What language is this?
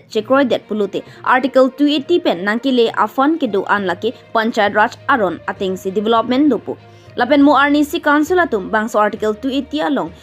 Karbi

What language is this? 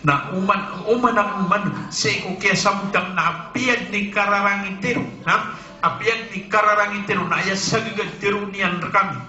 Maranao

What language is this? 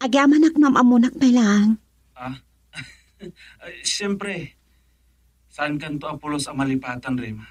Iloko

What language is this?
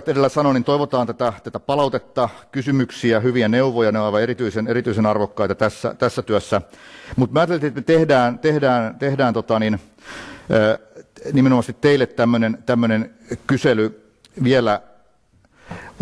Finnish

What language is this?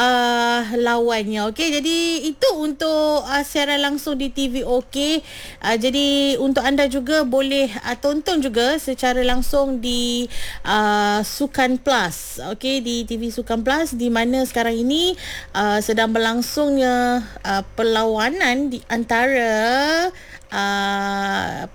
Malay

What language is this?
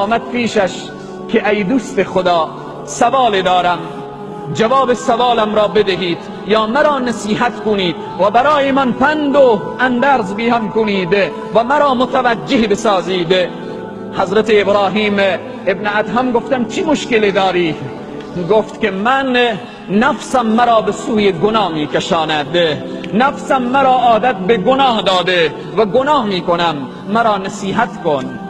Tajik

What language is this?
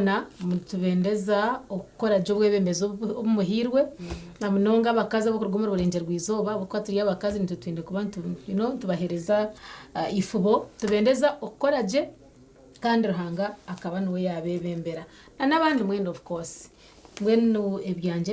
Nyankole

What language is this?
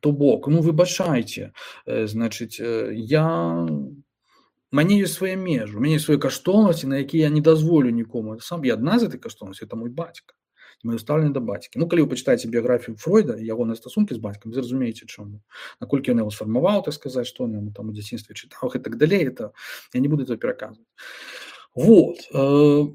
Belarusian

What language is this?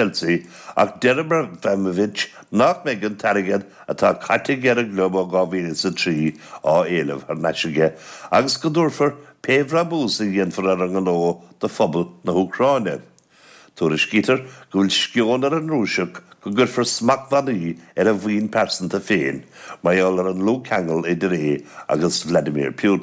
Irish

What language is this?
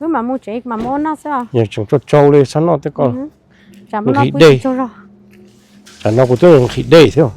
Hmong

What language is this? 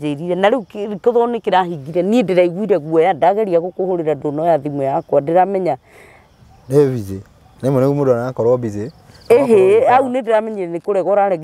Kikuyu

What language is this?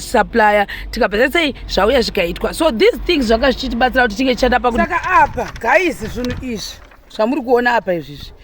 Shona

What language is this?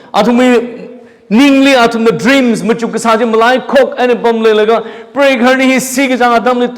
Tangkhul Naga (India)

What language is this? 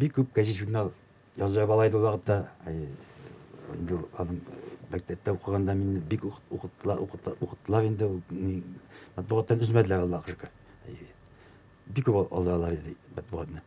Tatar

